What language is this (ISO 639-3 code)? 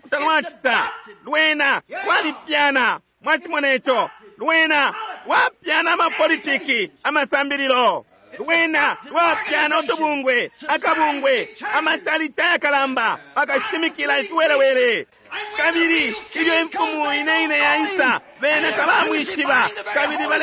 bem